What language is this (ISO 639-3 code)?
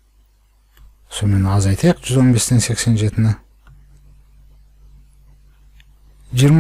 kaz